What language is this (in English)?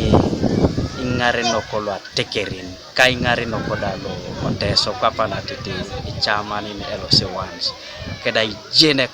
Teso